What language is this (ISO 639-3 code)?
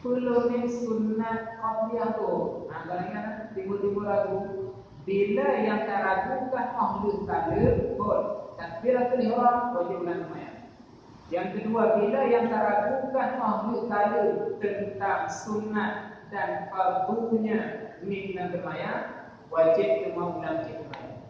ace